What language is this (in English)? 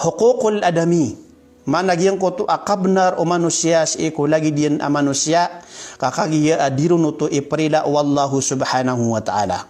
Maranao